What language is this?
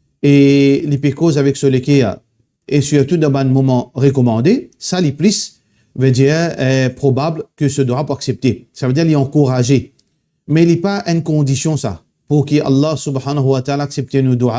Morisyen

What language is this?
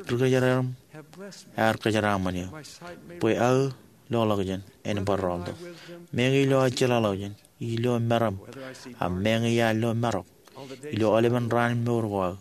Marshallese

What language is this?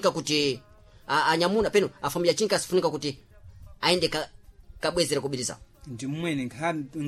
Sena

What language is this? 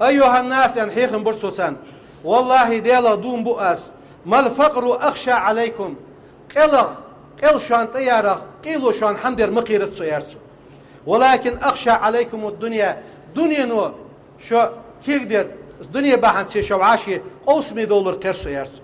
Ingush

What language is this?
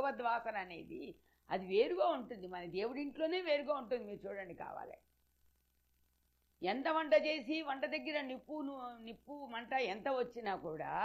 Telugu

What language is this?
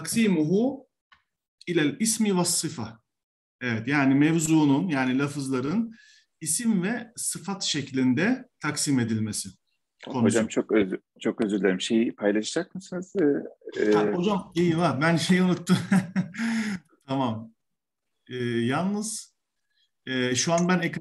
Turkish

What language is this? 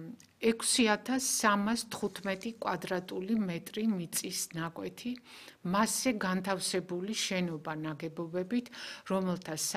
Georgian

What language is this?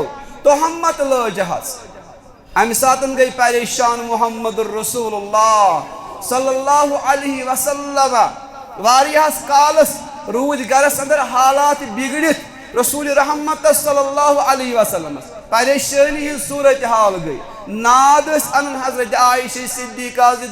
Kashmiri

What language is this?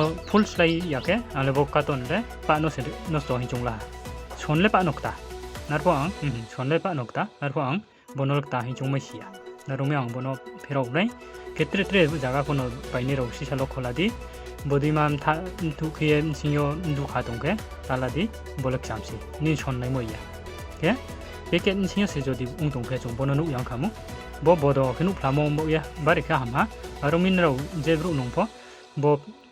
Riang (India)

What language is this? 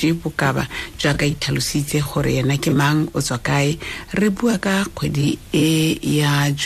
Tswana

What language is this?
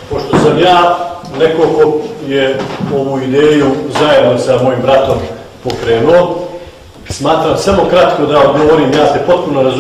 Bosnian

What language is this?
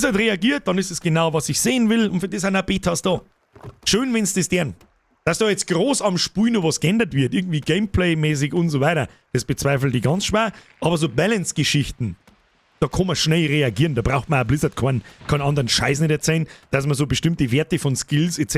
Bavarian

